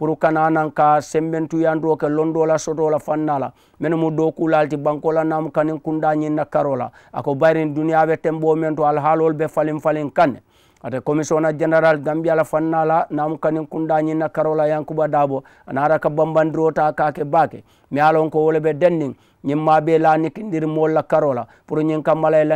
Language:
Mandingo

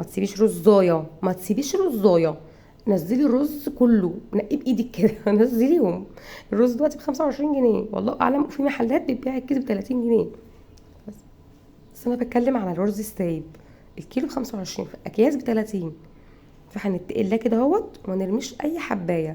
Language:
Egyptian Arabic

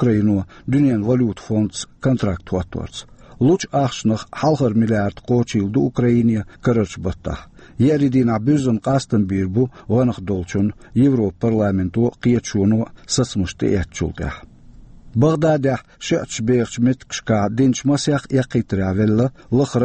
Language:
Chechen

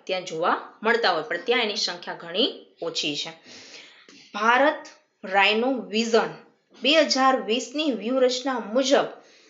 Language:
Gujarati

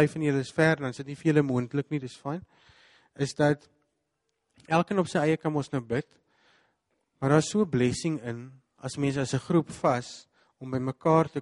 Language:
Afrikaans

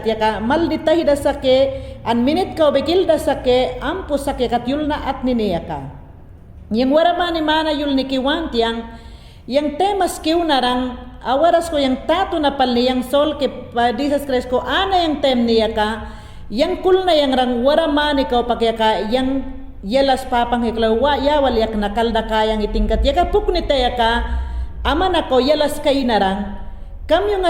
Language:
Mayangna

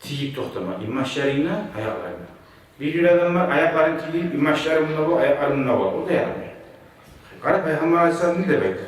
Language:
Kumyk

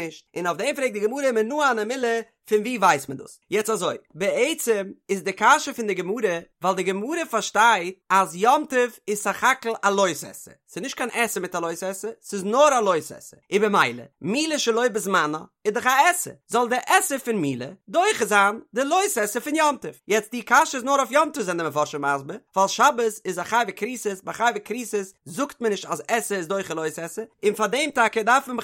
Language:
Yiddish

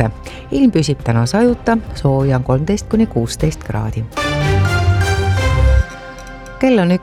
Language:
Estonian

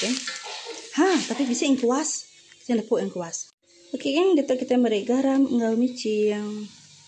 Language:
Iban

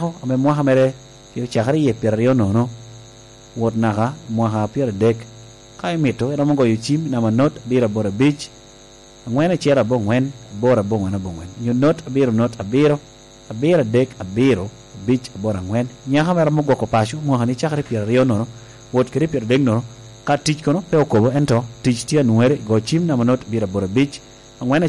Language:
Lango (Uganda)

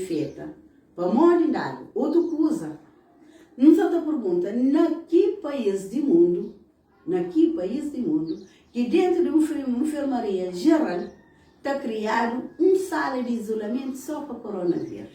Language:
Kabuverdianu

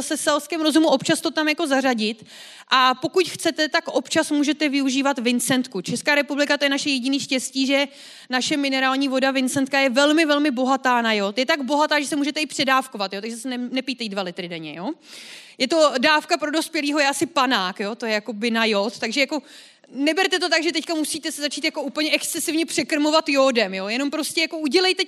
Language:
Czech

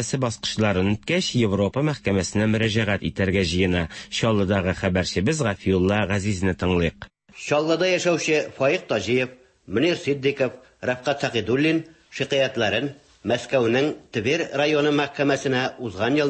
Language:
Tatar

